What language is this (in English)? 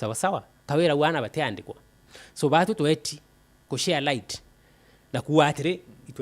Meru